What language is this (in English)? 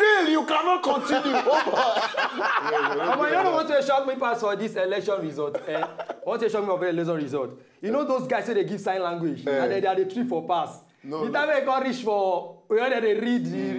Nigerian Pidgin